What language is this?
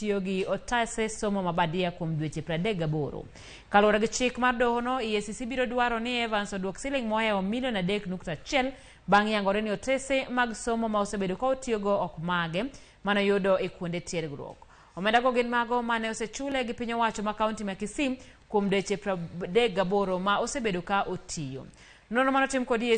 Luo (Kenya and Tanzania)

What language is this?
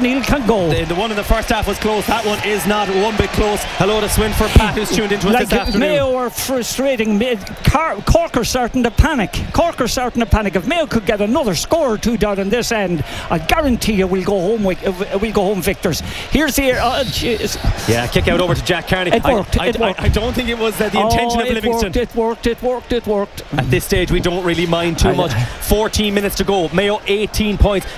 English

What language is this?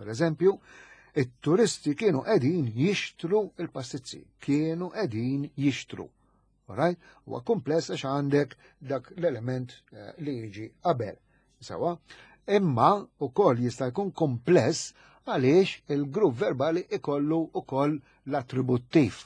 Maltese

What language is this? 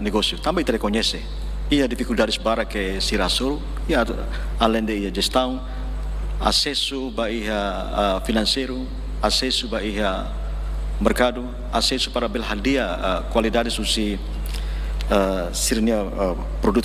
Tetum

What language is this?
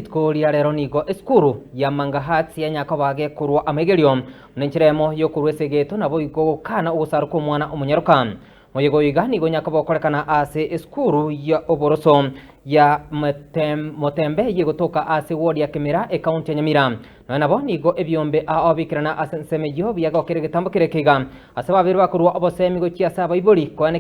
Gusii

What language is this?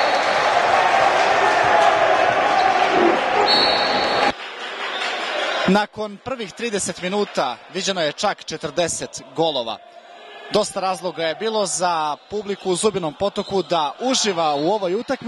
Serbian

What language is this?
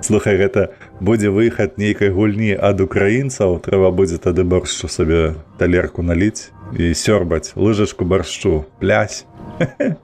Belarusian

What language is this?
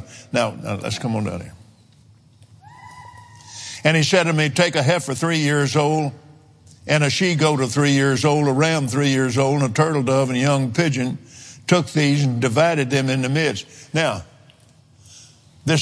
English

